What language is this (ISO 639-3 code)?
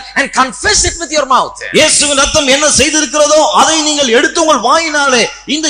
tam